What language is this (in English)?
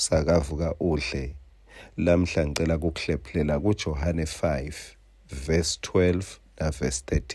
Swati